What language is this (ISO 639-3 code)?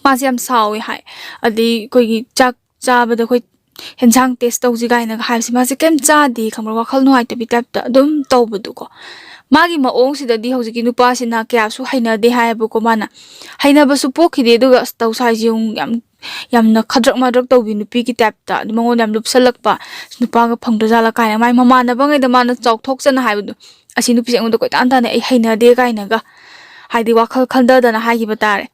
mni